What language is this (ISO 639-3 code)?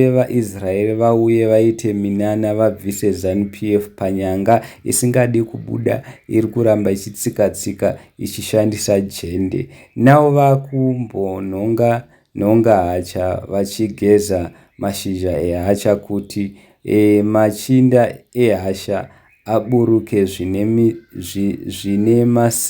sna